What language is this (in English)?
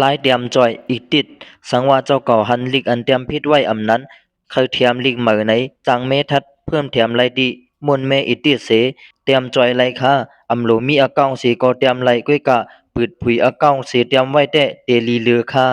Shan